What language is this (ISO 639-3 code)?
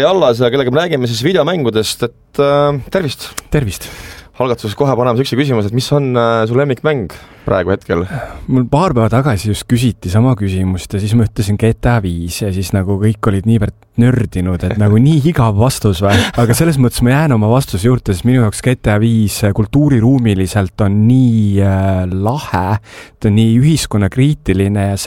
est